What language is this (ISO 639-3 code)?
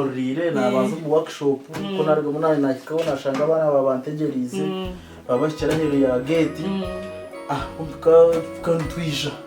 nyn